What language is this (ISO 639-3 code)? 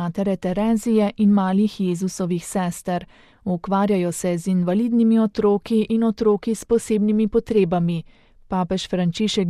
slv